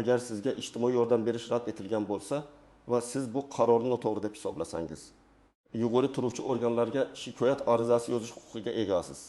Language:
Uzbek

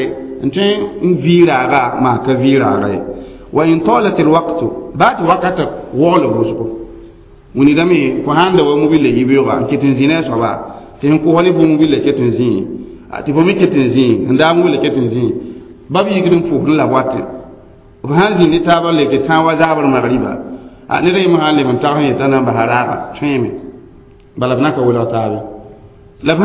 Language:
Mossi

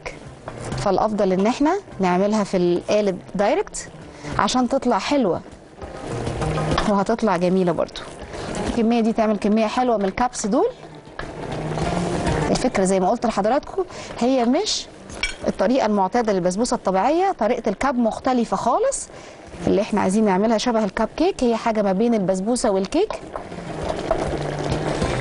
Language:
Egyptian Arabic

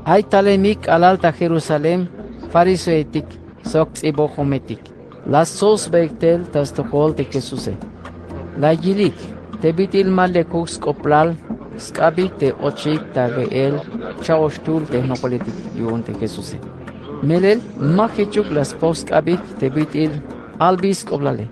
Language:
Tzeltal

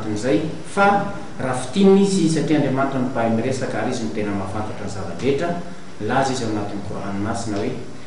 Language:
Malagasy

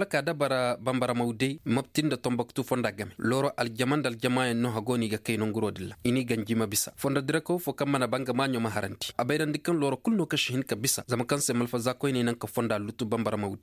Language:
Koyraboro Senni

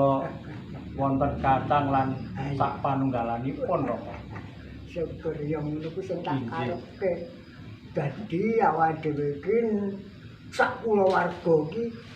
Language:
Javanese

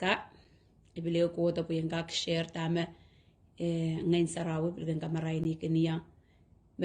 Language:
Pohnpeian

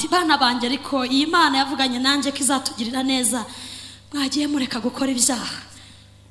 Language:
Kinyarwanda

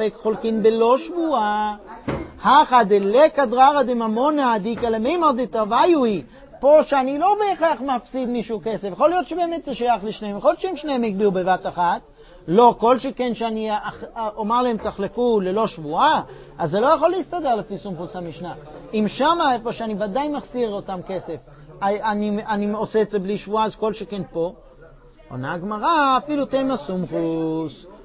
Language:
Hebrew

